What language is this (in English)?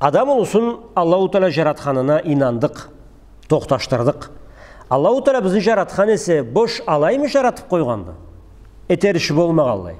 Karachay-Balkar